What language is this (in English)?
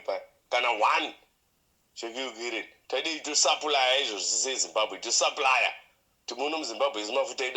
Shona